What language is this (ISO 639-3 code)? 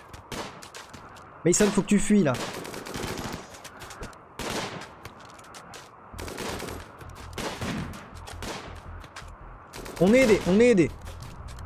fra